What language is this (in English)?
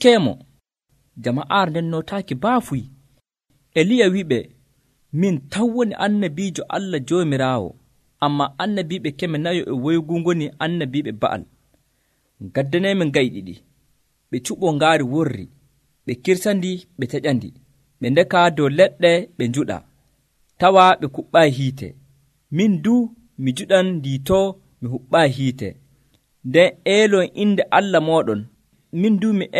Nigerian Fulfulde